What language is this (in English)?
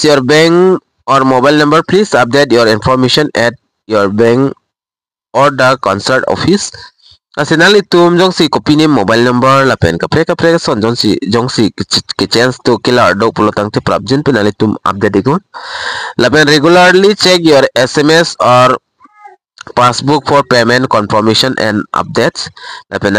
Karbi